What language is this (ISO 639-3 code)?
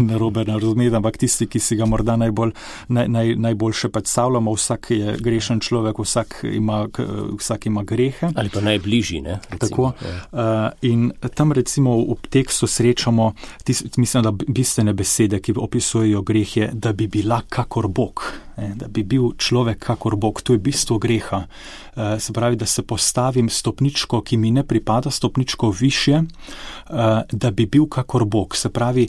slv